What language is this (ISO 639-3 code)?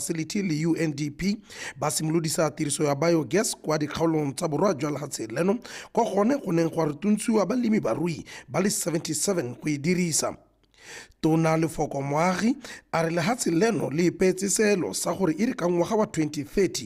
tsn